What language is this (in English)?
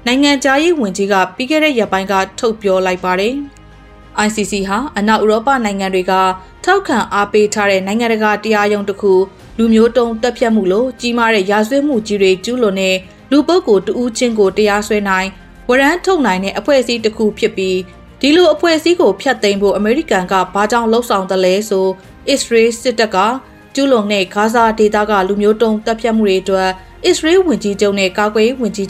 Burmese